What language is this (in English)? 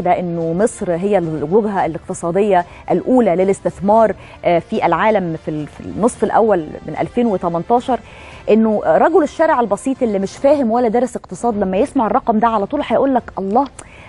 Egyptian Arabic